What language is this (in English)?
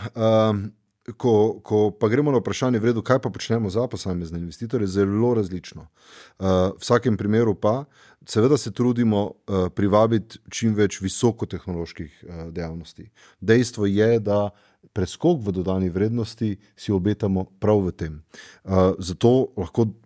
Slovenian